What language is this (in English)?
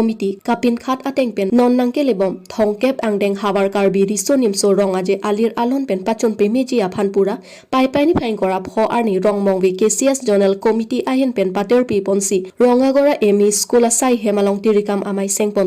Karbi